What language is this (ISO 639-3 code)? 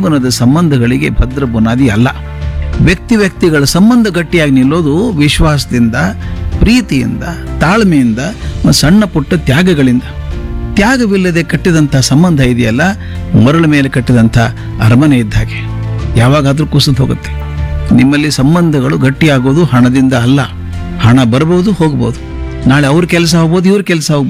kan